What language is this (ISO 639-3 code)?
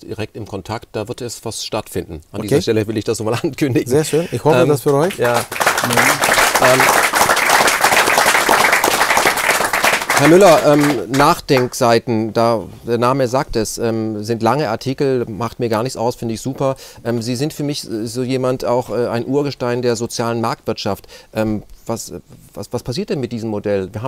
deu